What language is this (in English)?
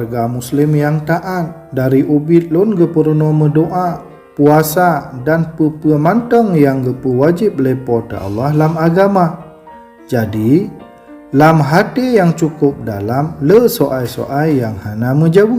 Achinese